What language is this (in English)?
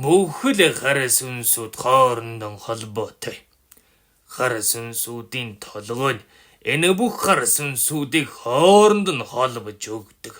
Mongolian